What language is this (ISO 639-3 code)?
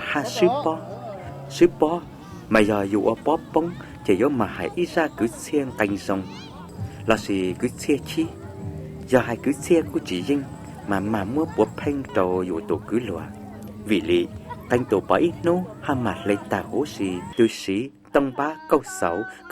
hmn